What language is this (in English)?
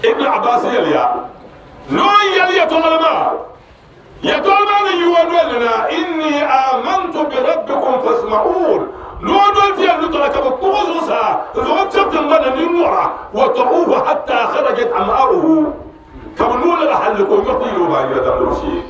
Dagbani